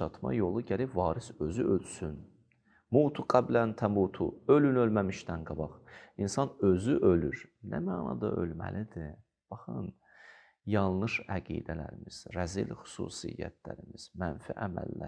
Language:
Azerbaijani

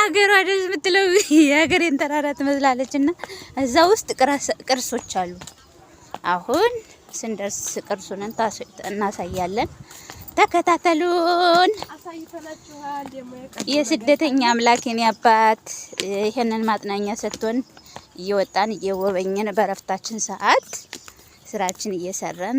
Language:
Amharic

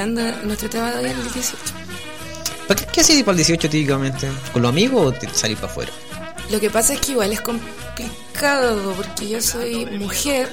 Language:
Spanish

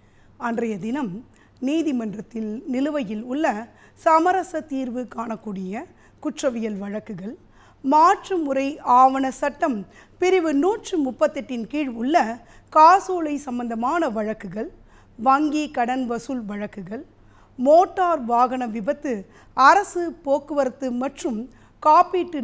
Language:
Tamil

